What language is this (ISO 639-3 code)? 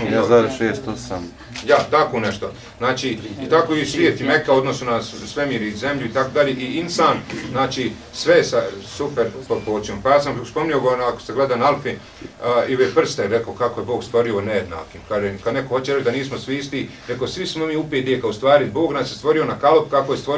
bos